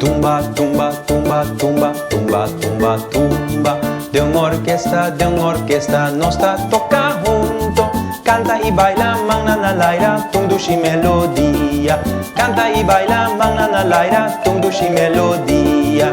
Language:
Papiamento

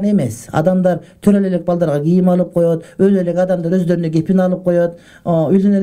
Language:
Kyrgyz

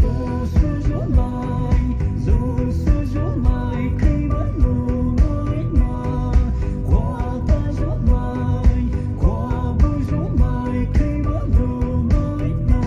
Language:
Poumei Naga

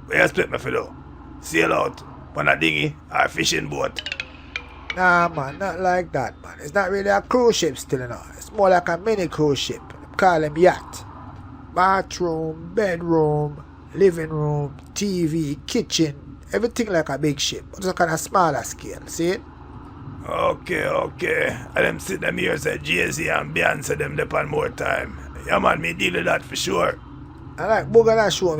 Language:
Jamaican Creole English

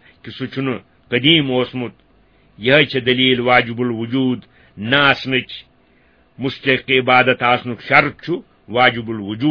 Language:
Kashmiri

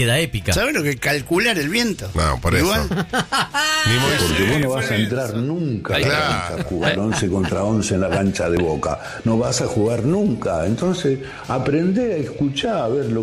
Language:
Spanish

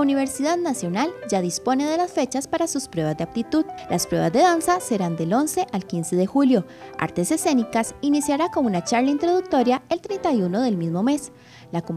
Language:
Spanish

